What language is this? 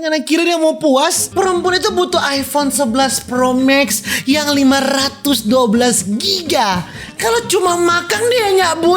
Manado Malay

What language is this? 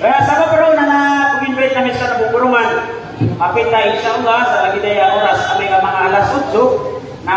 Maranao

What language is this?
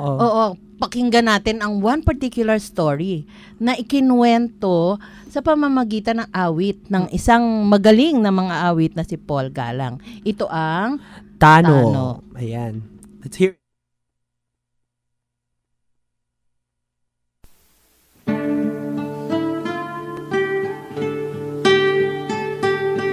Filipino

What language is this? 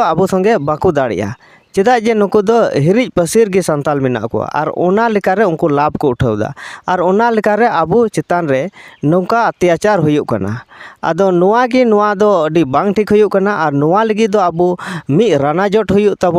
Santali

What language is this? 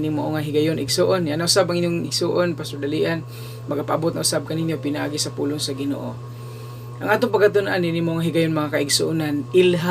Cebuano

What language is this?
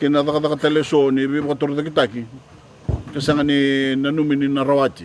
Fijian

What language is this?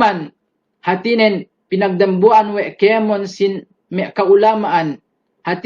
Yakan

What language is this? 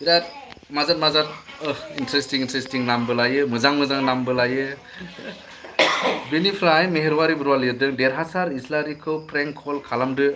Bodo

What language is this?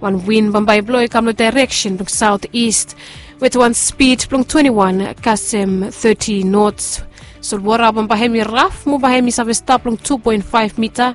Bislama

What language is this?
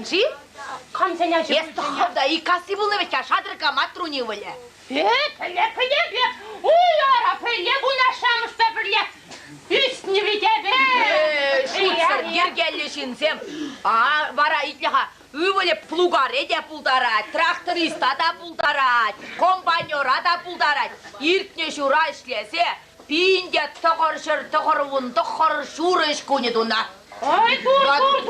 Chuvash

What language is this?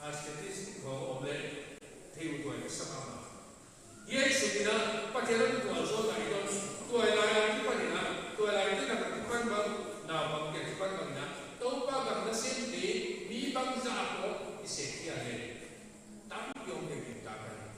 Paite Chin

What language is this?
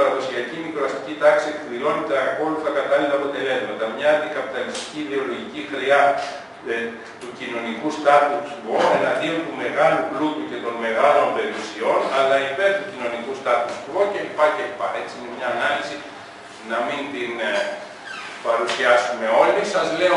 Greek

